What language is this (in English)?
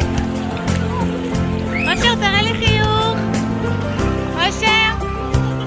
Hebrew